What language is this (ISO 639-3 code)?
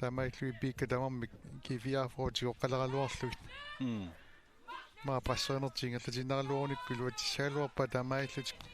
kal